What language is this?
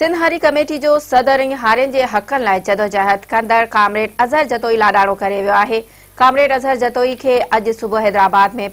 Sindhi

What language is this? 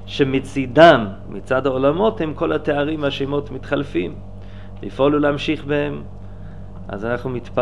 Hebrew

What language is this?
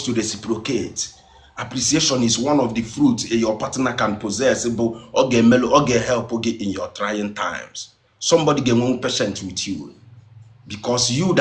Igbo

